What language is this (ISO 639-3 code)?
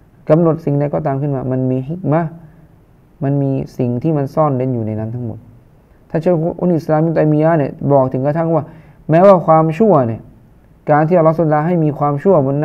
tha